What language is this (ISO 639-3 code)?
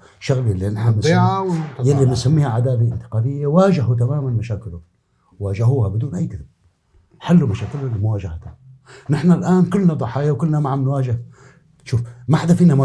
apc